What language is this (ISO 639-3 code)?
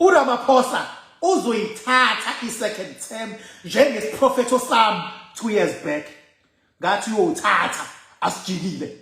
zul